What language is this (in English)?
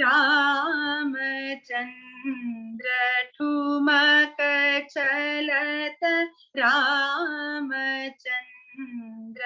Konkani